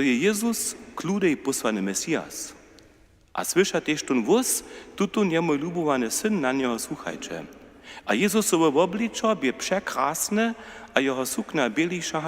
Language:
Upper Sorbian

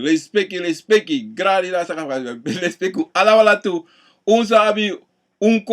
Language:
Sranan Tongo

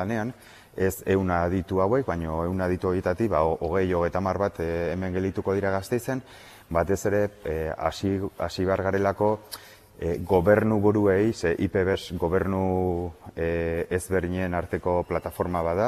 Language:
Basque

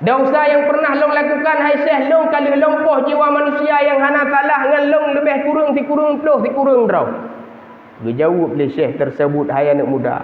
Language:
Achinese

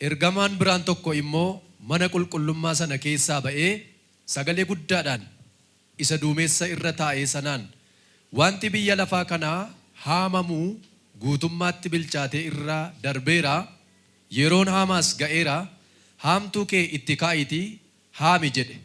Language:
Oromo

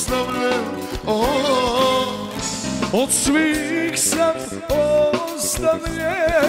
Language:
Croatian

